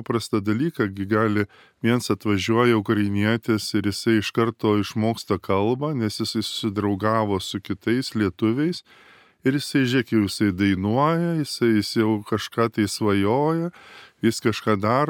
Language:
Lithuanian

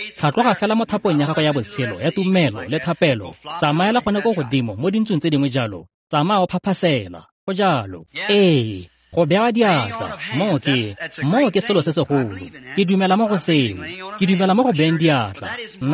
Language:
Tswana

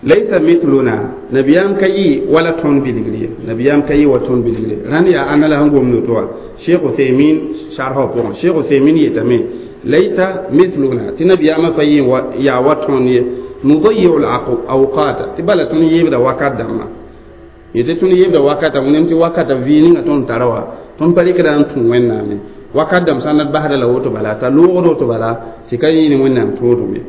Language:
Mossi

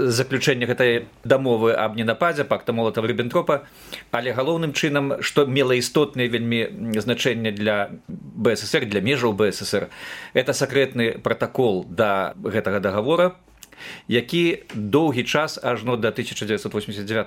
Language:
Belarusian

